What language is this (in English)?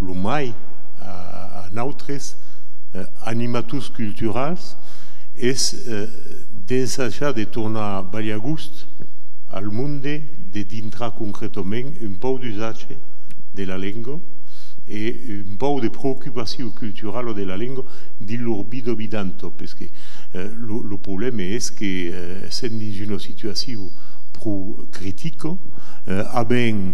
Occitan